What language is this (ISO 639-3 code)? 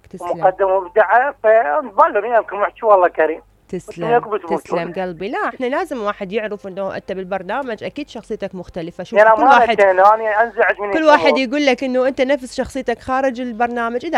acm